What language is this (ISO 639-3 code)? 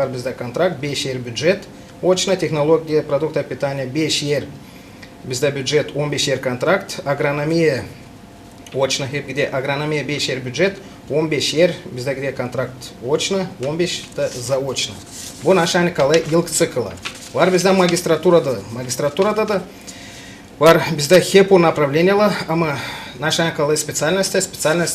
gag